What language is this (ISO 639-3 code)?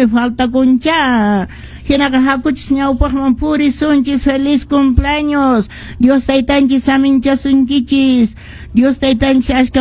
que